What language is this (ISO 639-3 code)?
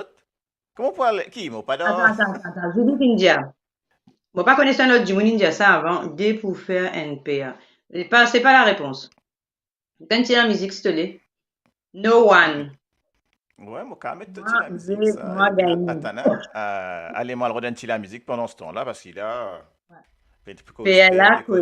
mfe